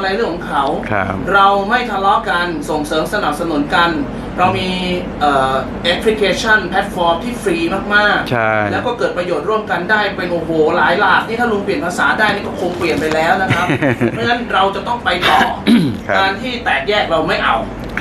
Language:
Thai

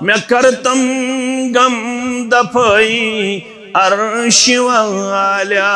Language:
Kashmiri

